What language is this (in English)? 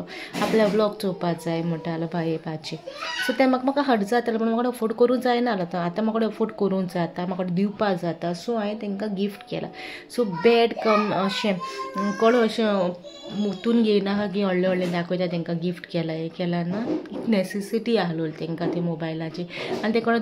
Konkani